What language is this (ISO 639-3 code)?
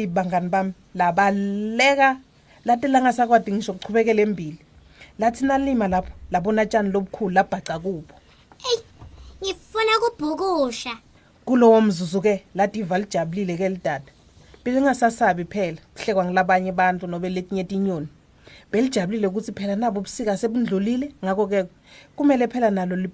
ssw